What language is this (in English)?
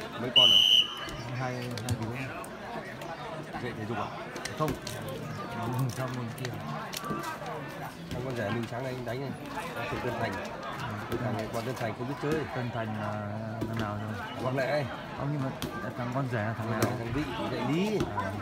Vietnamese